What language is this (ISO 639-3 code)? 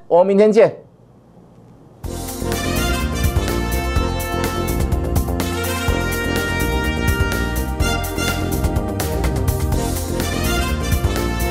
zho